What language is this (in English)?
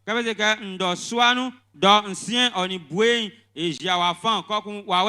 Baoulé